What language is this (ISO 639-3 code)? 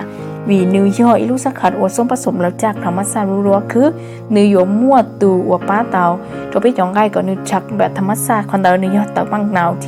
hmn